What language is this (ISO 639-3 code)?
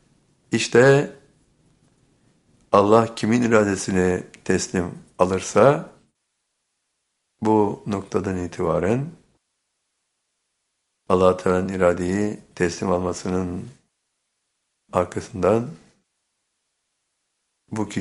tur